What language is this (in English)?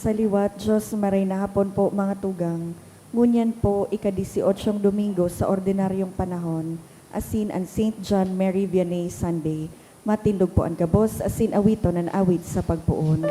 Bikol